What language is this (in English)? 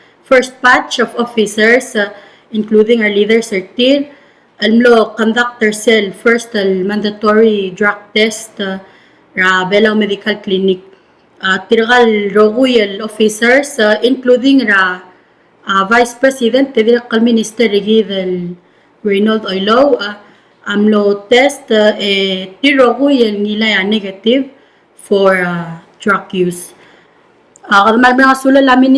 Palauan